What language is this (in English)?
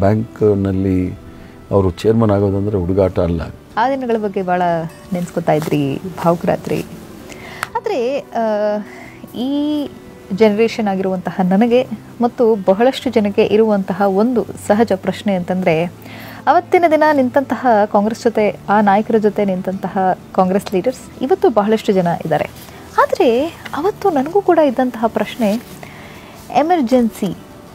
Kannada